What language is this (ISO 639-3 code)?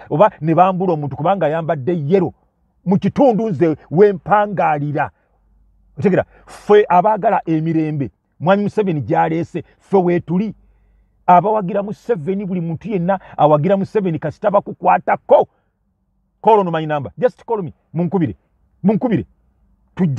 lug